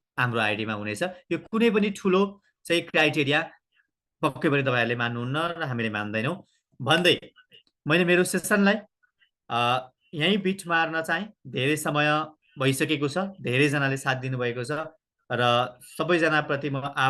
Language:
Nepali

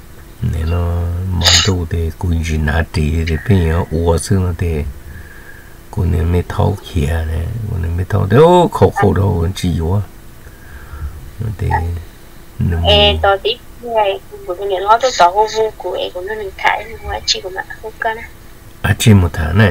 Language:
Vietnamese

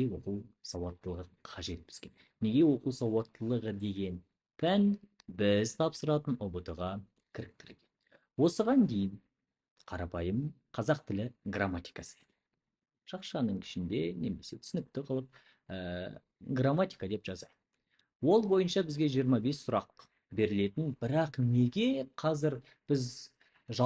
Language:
Kazakh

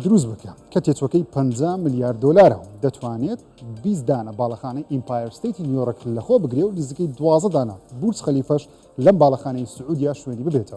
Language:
Central Kurdish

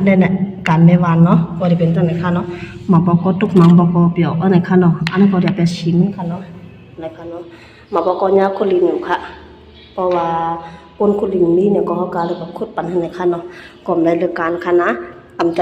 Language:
Shan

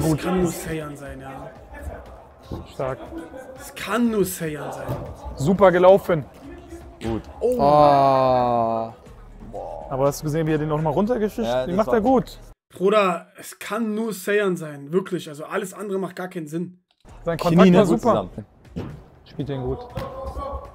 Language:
German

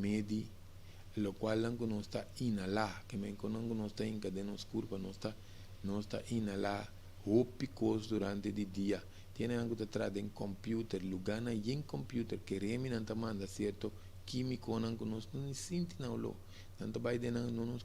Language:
Papiamento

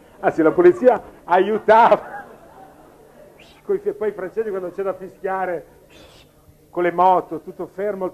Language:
Italian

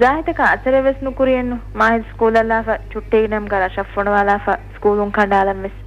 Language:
Divehi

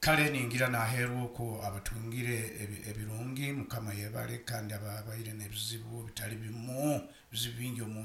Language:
Nyoro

